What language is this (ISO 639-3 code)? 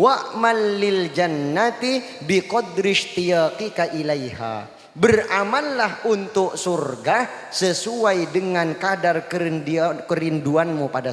mad